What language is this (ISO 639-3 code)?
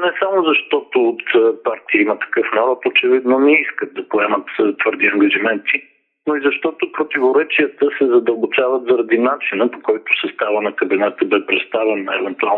bul